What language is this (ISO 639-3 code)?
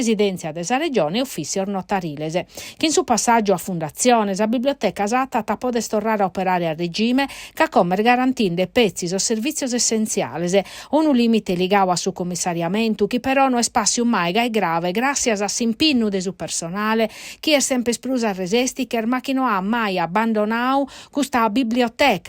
srd